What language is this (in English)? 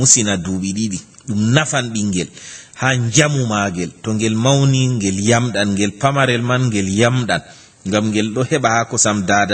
Fula